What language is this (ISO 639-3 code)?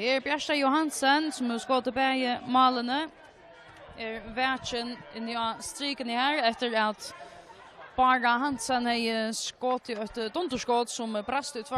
fao